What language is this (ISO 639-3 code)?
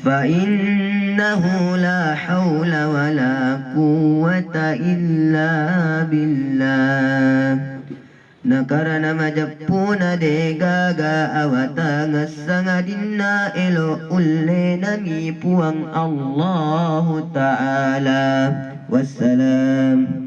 bug